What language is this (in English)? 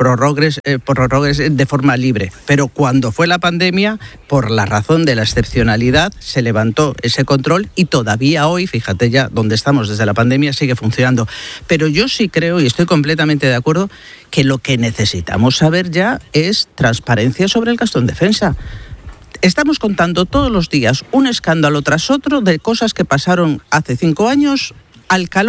Spanish